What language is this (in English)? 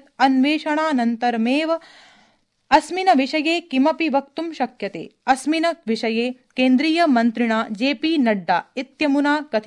Sanskrit